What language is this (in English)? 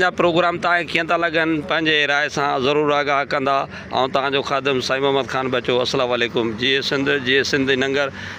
Sindhi